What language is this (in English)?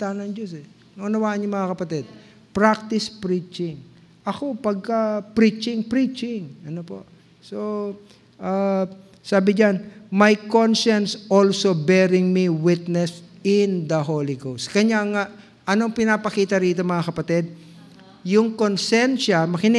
Filipino